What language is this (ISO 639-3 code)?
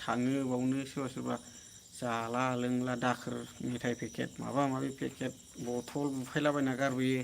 brx